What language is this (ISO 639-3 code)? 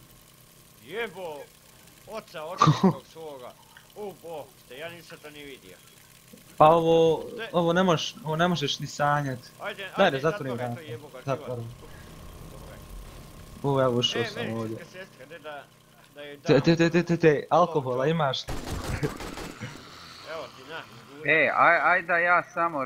hrv